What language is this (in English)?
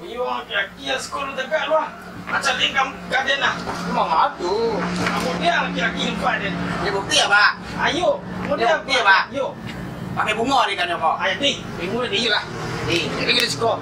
Minangkabau